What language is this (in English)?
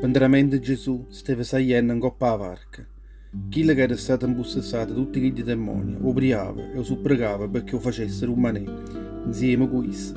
Neapolitan